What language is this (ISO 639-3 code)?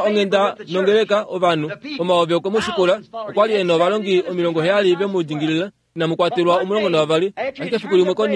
kua